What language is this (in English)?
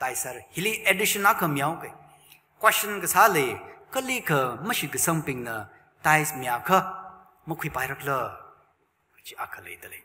Tangkhul Naga (India)